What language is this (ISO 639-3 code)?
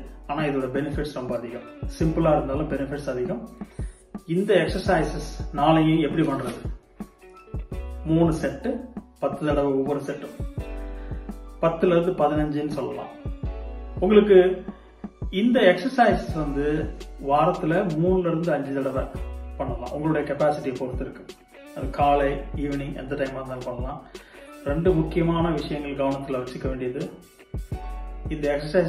tam